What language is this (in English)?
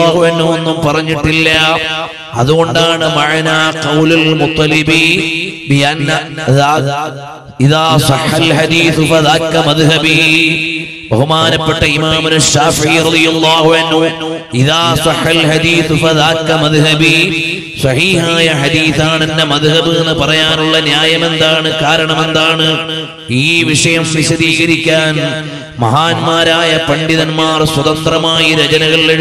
Malayalam